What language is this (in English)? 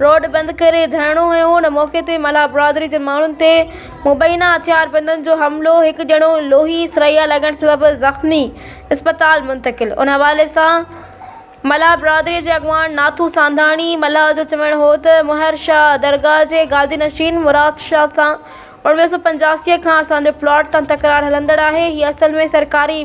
Sindhi